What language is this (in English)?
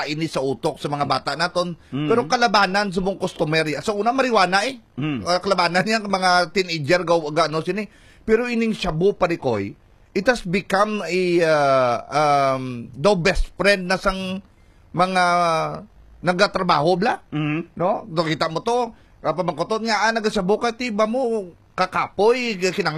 Hiligaynon